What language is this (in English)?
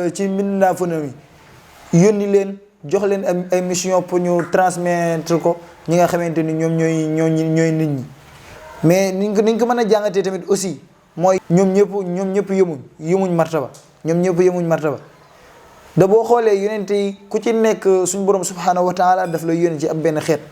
Wolof